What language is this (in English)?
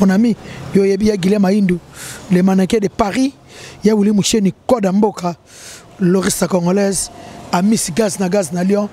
Lingala